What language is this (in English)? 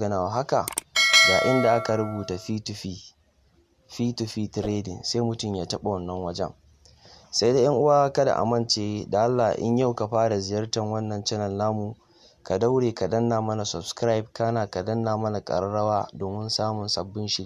Hausa